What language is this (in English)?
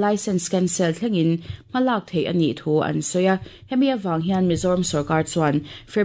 Mizo